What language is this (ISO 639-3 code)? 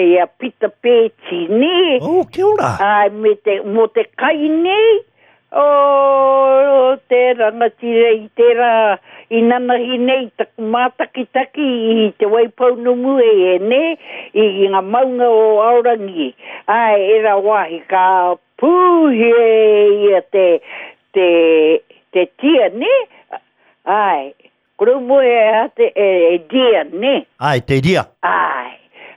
mri